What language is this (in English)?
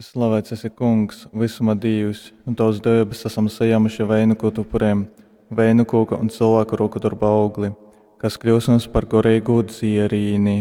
Latgalian